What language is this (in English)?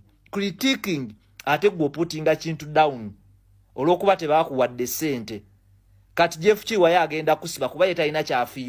Ganda